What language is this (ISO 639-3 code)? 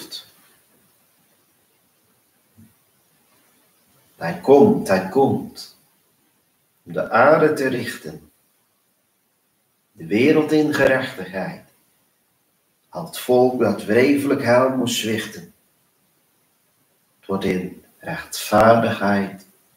nld